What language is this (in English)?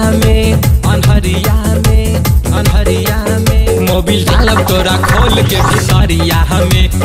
Bhojpuri